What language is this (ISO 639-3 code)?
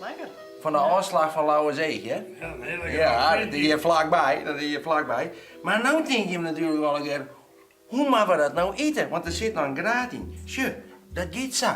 fry